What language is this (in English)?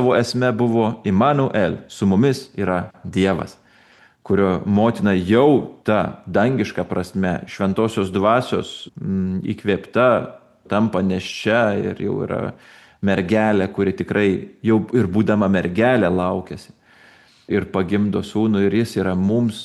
Lithuanian